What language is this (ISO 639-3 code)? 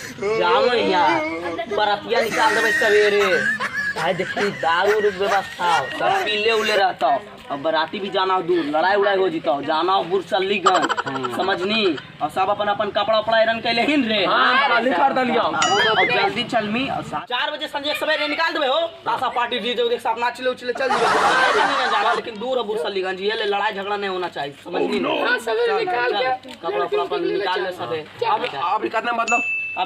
mag